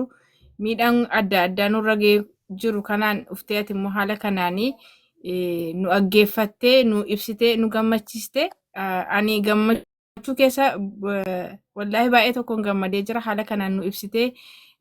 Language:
Oromo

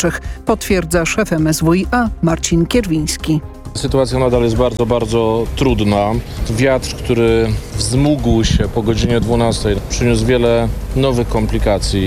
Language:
Polish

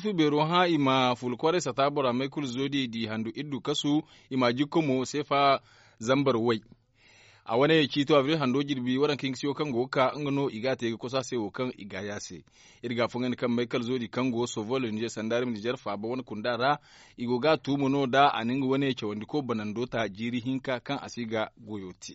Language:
Zarma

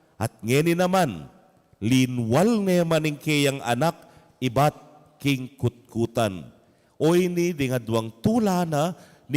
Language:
Pampanga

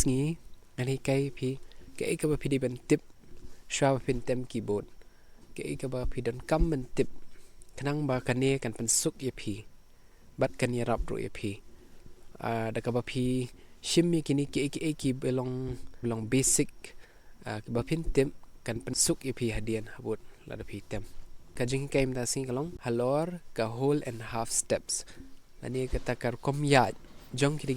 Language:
Khasi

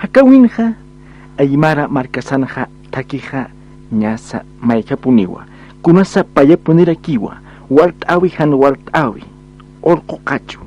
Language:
Aymara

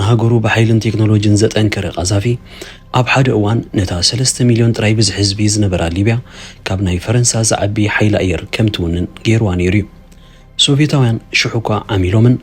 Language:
Tigrinya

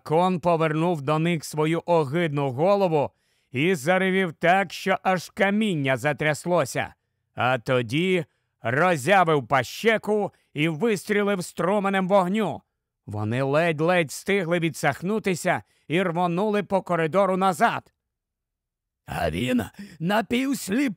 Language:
Ukrainian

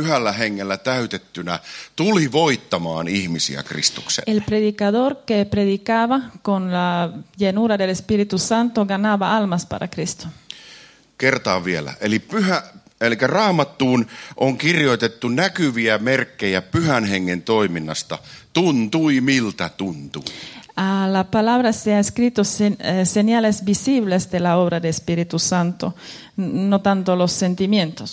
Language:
Finnish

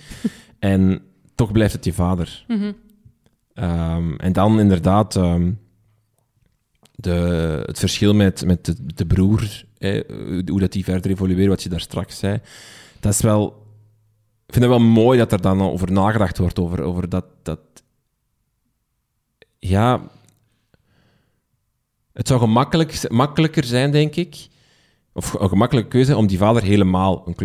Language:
Dutch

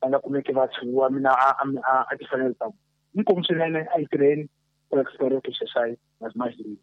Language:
Tsonga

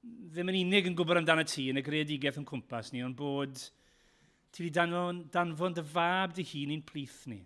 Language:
Welsh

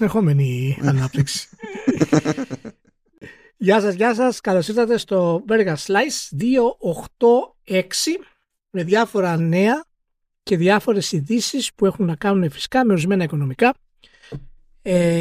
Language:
Greek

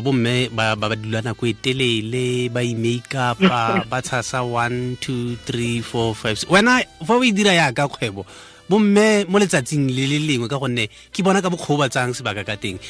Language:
Tswana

